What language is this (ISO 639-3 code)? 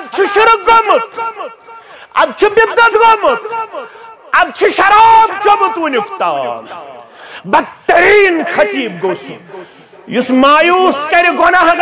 kas